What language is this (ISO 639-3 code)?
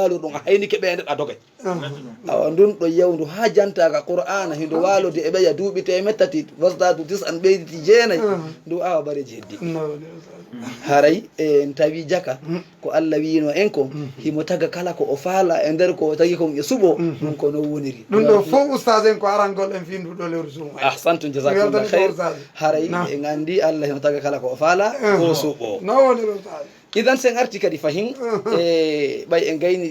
ful